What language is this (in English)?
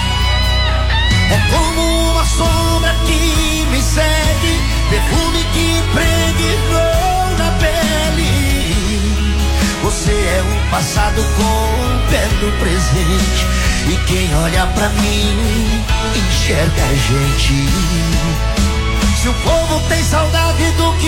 Portuguese